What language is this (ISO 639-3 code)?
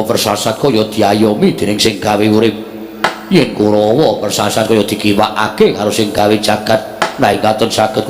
jav